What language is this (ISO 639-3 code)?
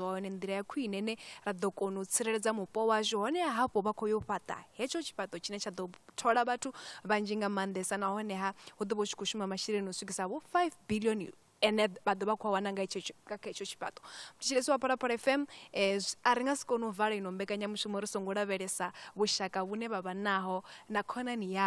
ven